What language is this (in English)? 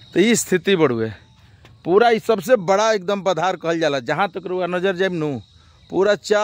Bhojpuri